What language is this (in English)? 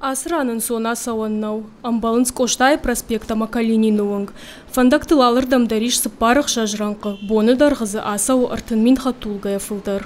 Ossetic